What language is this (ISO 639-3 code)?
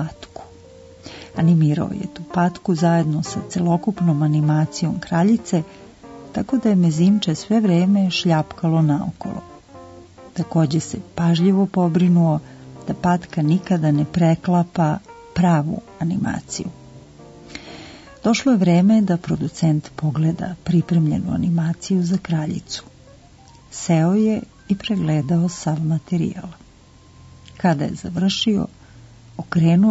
srp